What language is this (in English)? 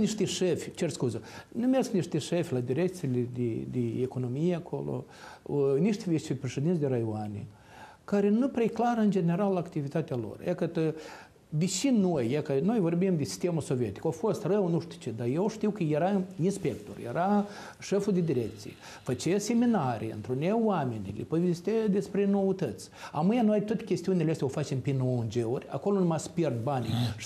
Romanian